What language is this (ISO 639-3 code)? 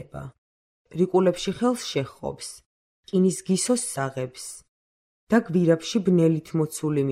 kat